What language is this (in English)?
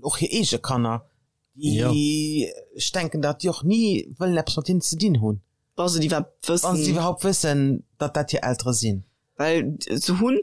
Luxembourgish